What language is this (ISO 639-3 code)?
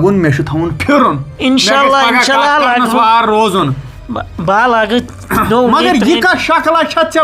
kas